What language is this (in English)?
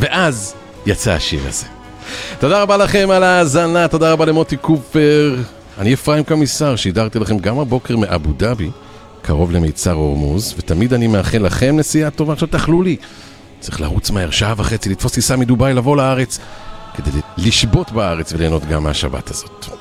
Hebrew